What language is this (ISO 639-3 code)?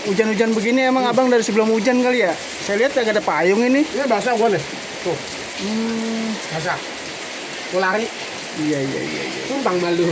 bew